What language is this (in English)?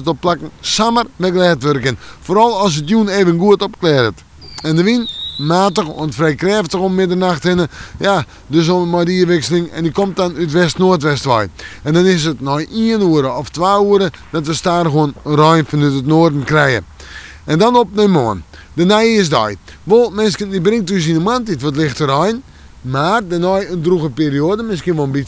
Western Frisian